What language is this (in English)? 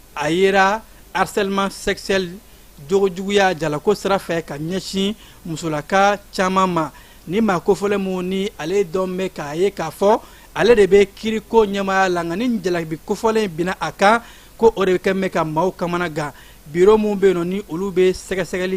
Bambara